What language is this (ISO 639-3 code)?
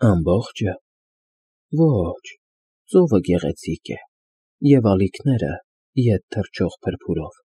hye